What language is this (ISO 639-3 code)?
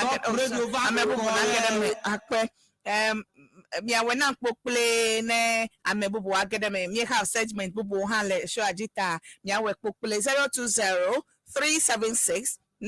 ewe